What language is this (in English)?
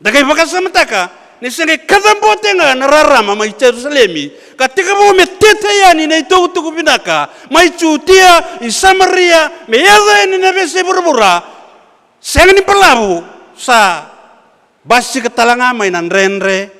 Fijian